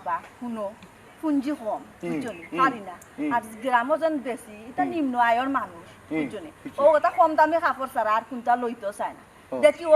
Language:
Sylheti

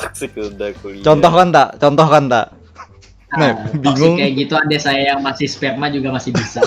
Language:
Banjar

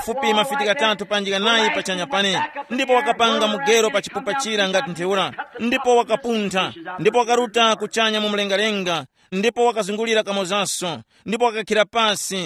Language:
Tumbuka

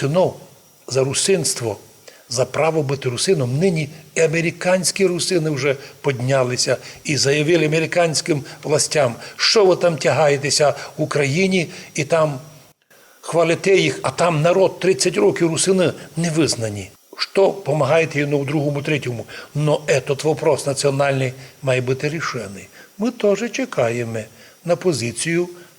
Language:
Rusyn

